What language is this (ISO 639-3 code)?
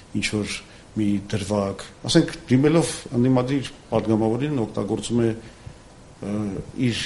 hye